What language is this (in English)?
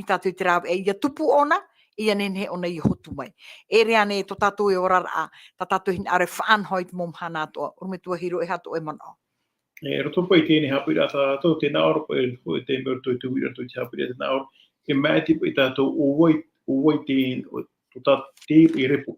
Tahitian